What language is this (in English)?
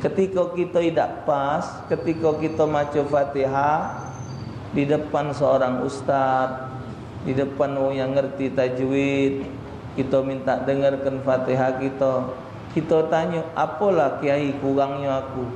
Musi